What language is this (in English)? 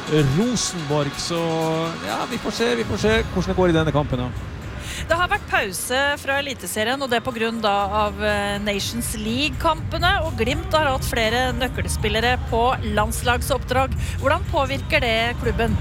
Norwegian